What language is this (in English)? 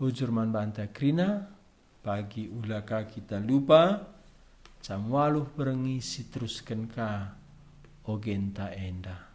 Batak Karo